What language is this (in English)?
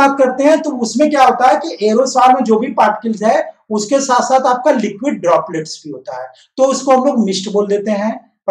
Hindi